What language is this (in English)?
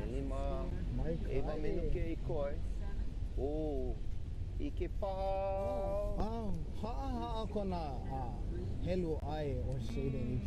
Hawaiian